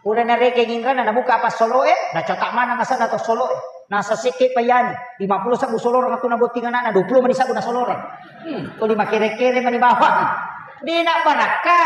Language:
Buginese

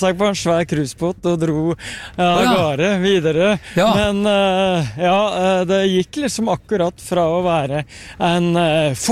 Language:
Norwegian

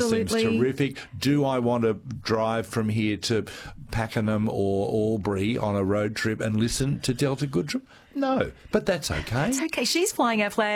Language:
English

